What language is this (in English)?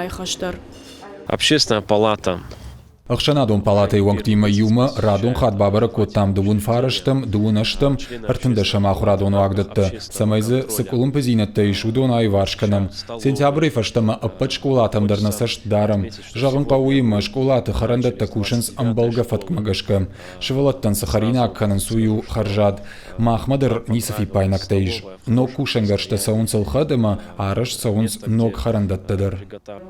Ossetic